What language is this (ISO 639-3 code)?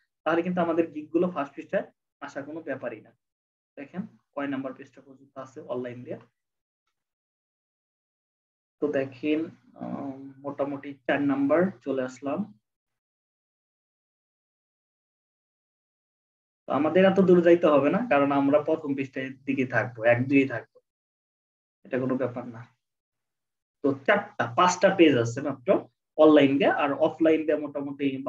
ben